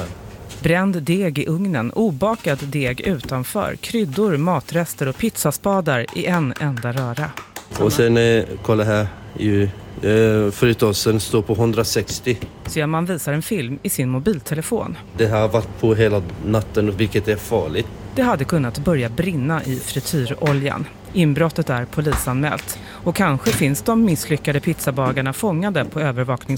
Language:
Swedish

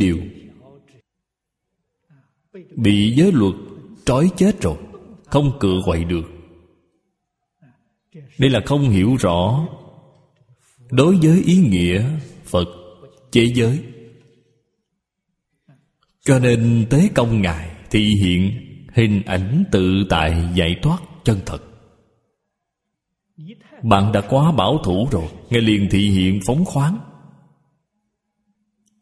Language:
Vietnamese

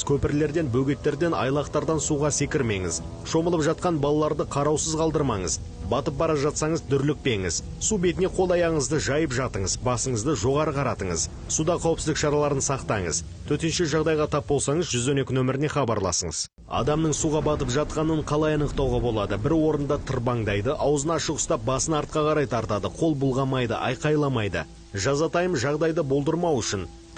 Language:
Kazakh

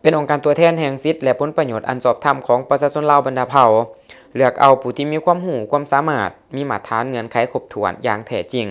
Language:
Lao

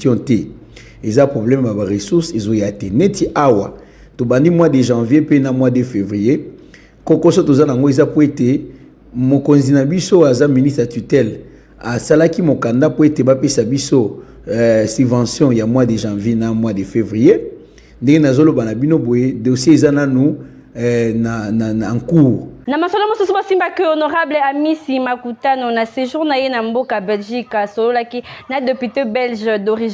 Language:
Lingala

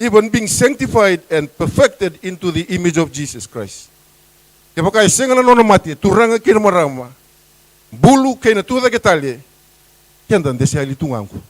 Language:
Fijian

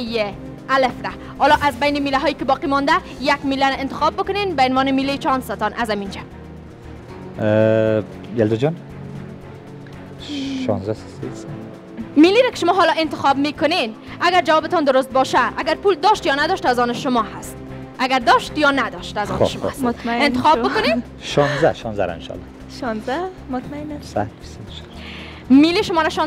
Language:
Persian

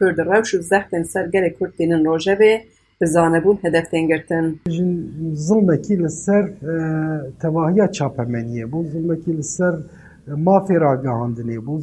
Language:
Kurdish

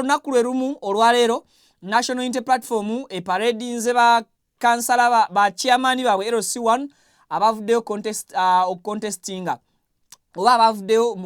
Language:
Ganda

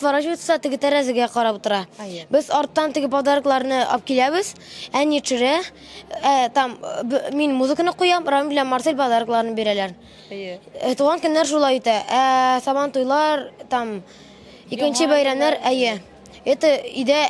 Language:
Tatar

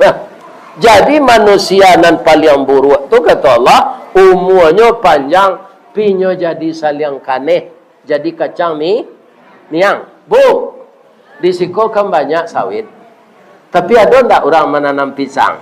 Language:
Minangkabau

